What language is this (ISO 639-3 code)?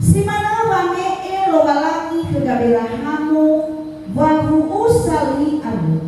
nia